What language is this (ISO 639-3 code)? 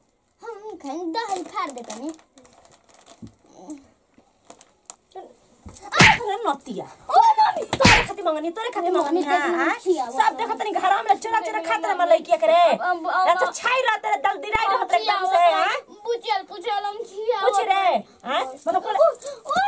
bho